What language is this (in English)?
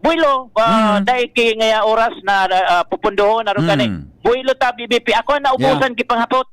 Bikol